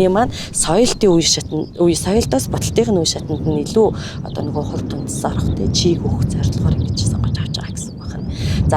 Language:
Mongolian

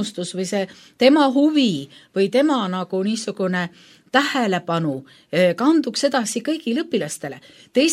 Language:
Estonian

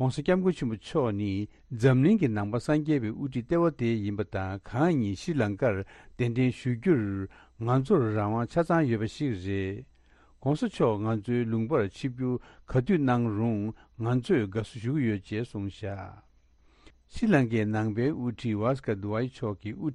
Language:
Tibetan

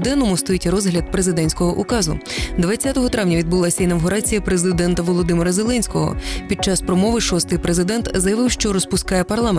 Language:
Ukrainian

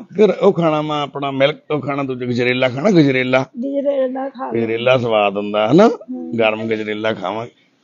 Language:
Punjabi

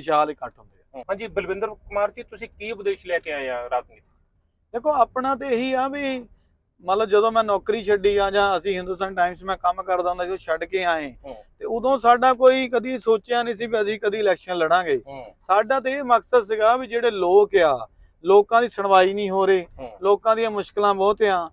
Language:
Punjabi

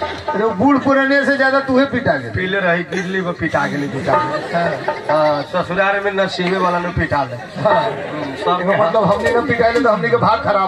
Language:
Bhojpuri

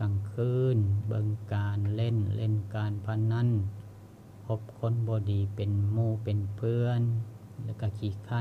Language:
Lao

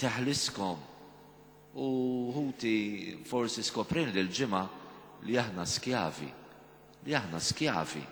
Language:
Maltese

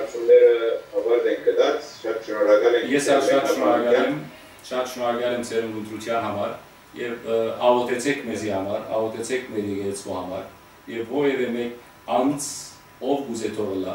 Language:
Western Armenian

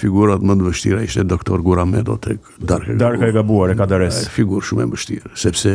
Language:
Albanian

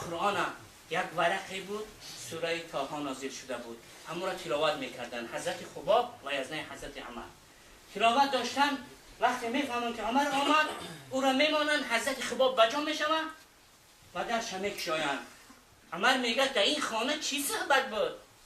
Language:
Tajik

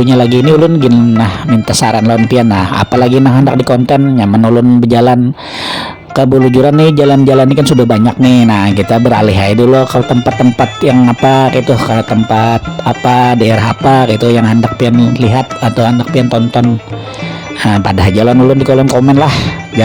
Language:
Banjar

